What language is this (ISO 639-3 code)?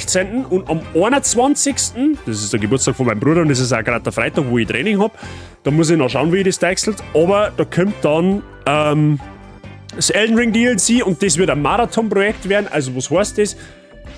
bar